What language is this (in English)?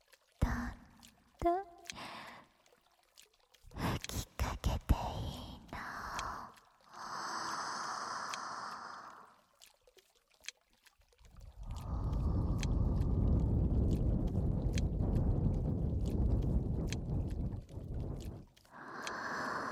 Japanese